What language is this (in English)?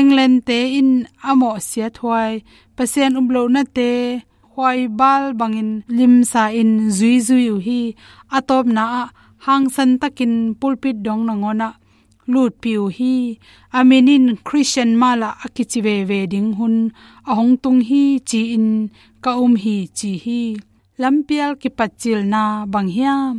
Tedim Chin